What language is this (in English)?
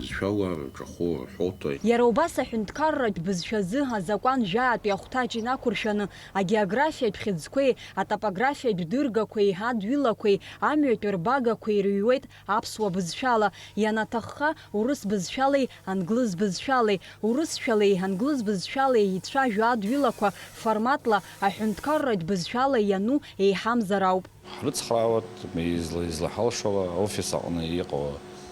Abkhazian